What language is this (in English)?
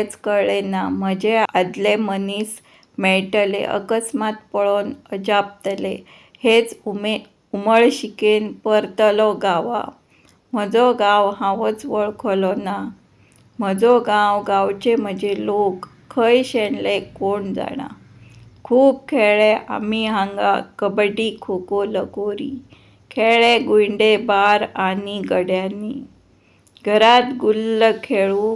Konkani